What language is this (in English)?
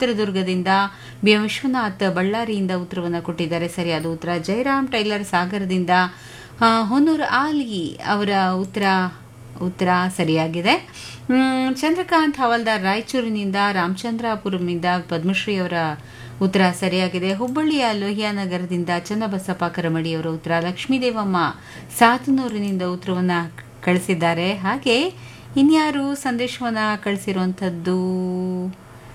Kannada